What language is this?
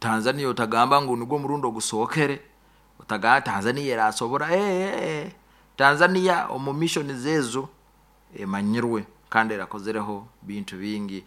Nyoro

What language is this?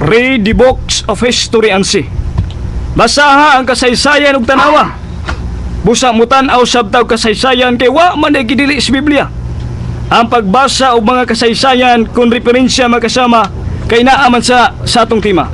Cebuano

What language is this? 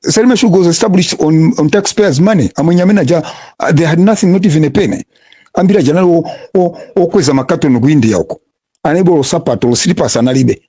Nyanja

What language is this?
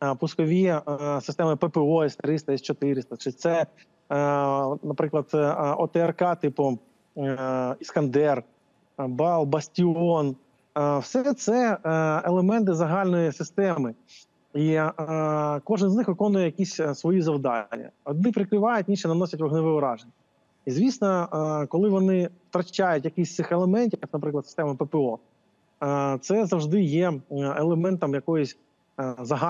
Ukrainian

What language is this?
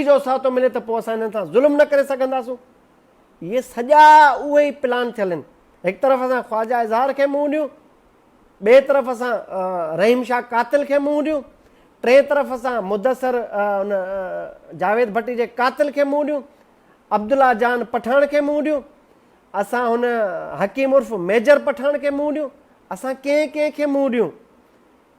Sindhi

